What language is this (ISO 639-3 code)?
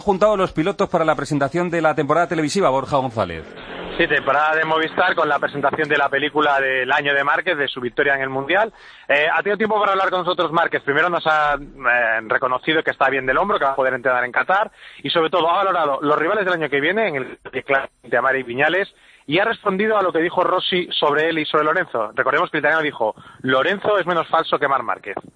spa